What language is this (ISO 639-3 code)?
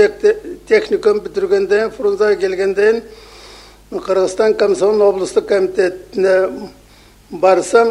kir